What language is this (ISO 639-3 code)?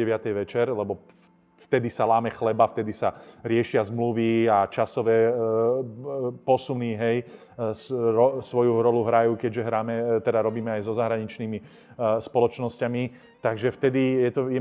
slk